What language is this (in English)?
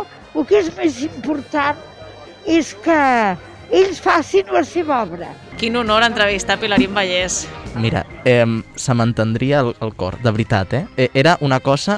Catalan